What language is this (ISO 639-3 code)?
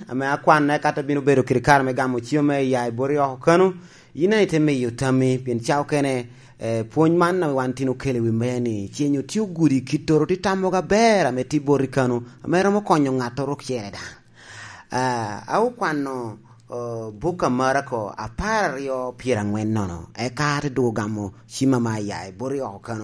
laj